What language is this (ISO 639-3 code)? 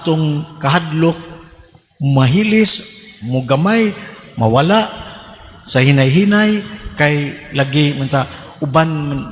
ceb